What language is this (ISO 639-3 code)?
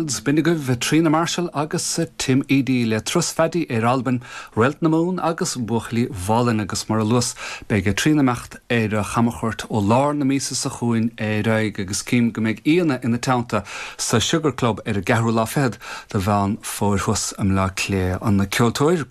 gle